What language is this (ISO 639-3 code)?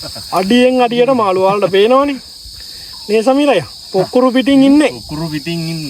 sin